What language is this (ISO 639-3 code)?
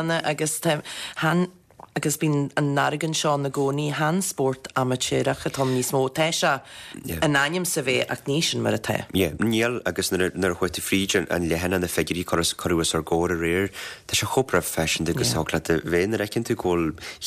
gle